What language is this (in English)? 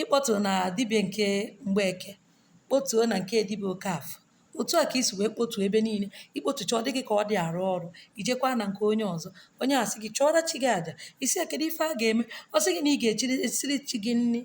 Igbo